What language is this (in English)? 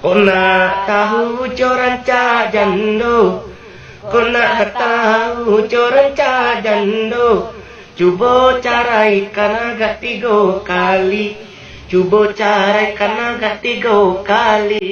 Minangkabau